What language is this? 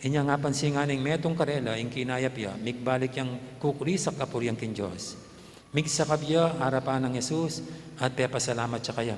Pampanga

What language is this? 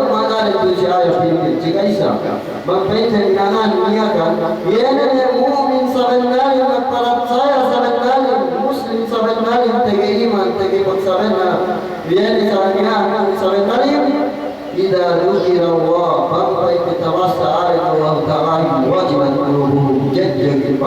Yakan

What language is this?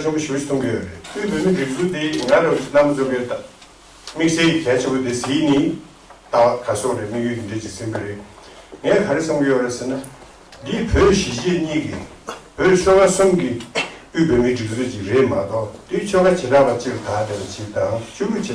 Tibetan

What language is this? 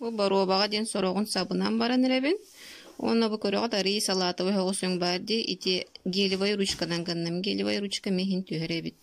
Yakut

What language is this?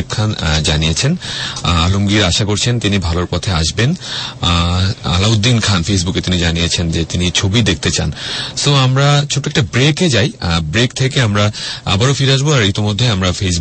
Bangla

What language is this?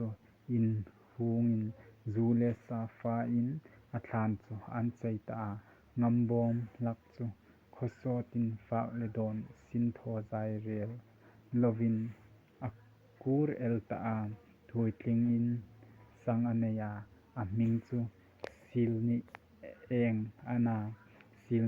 Hmar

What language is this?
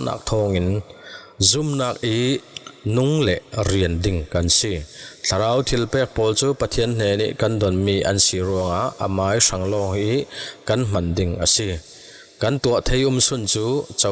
Falam Chin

